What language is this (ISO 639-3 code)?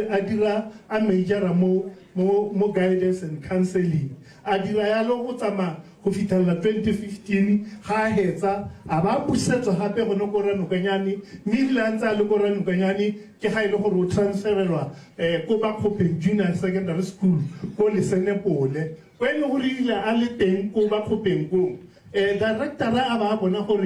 tsn